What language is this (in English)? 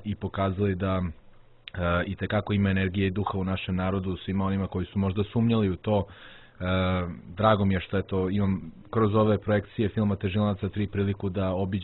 Serbian